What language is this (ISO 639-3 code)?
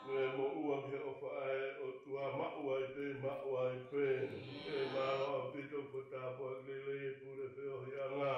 ton